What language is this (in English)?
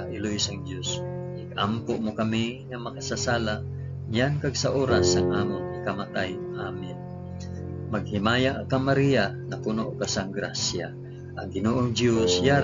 Hiligaynon